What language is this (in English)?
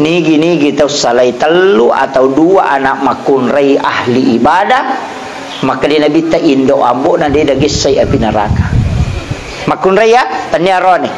Buginese